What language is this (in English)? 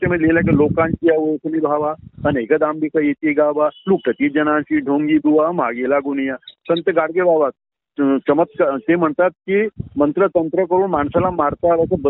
Marathi